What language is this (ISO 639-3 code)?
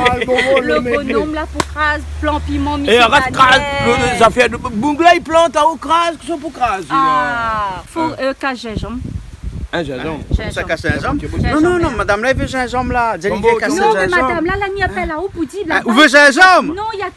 rcf